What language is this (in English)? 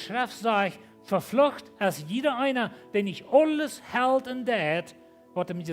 Plautdietsch